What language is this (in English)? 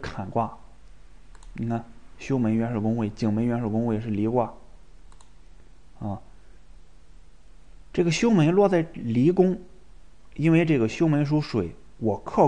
Chinese